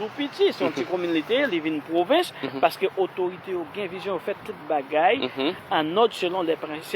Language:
Haitian Creole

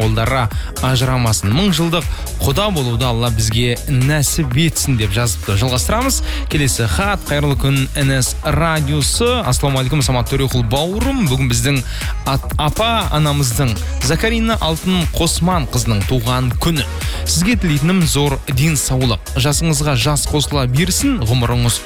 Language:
Kazakh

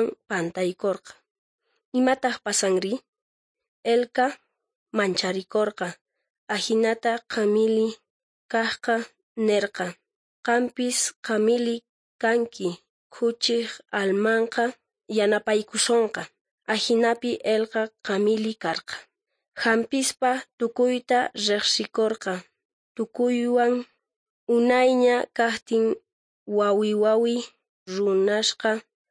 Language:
South Bolivian Quechua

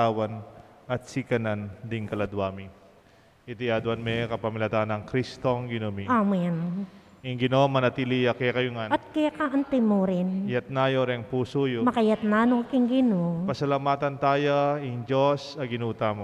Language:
Pampanga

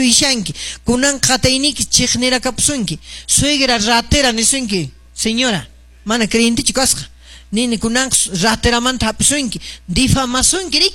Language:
Quechua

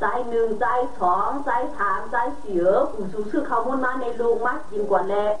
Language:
Shan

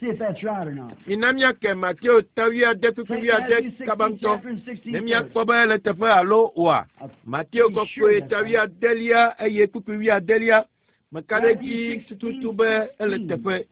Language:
Ewe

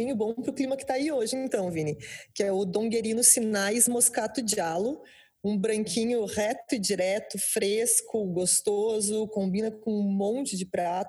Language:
Portuguese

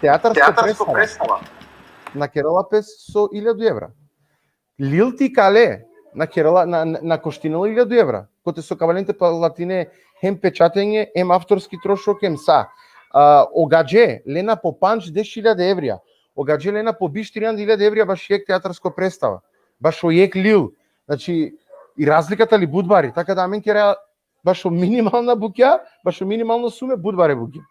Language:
Balkan Romani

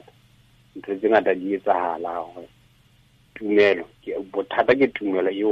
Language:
Tswana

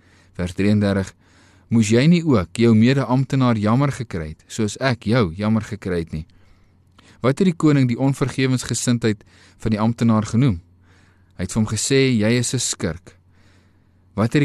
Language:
Afrikaans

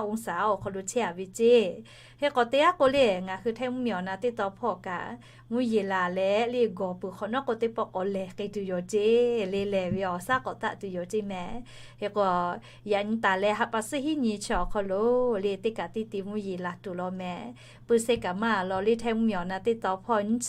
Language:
Lahu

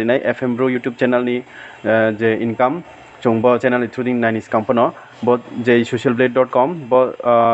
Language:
Riang (India)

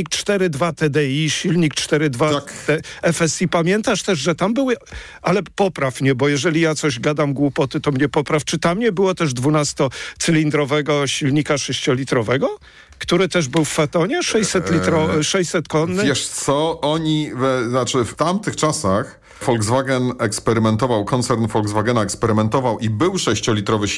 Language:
Polish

